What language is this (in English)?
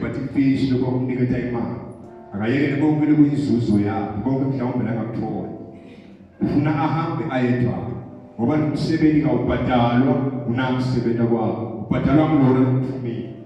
Swati